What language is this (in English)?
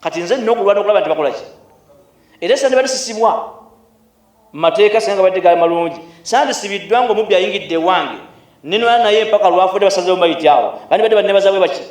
Ganda